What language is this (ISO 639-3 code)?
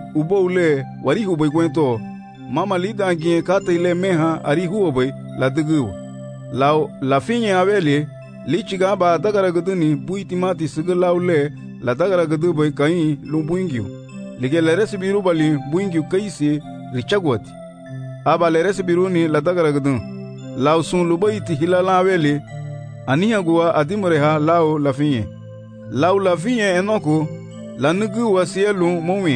cab